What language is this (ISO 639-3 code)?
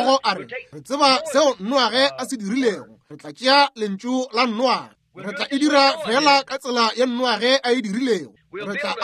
nso